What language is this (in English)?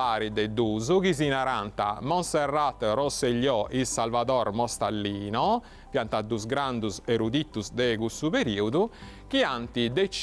Sardinian